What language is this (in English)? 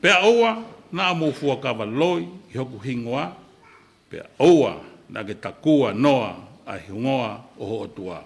Tongan